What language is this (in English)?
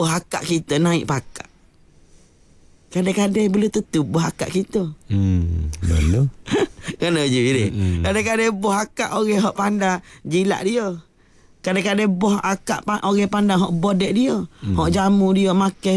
Malay